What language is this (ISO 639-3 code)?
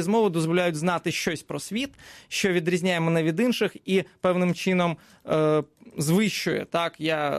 ukr